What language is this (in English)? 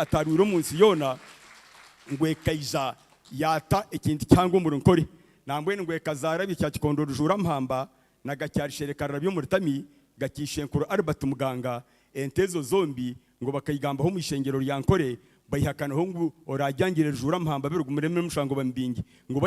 Nyankole